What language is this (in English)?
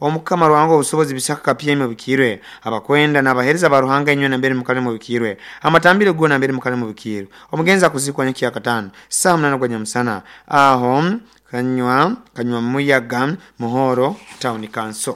Nyoro